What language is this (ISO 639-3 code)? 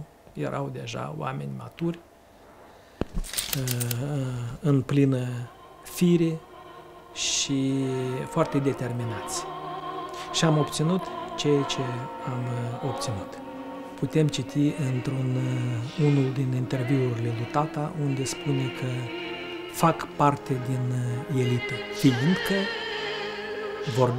ron